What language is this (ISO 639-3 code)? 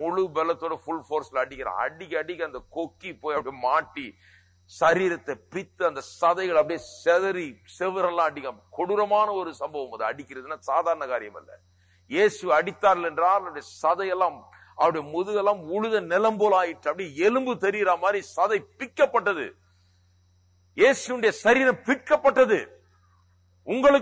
tam